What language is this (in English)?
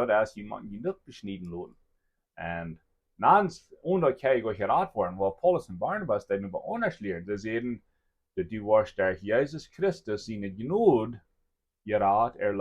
Plautdietsch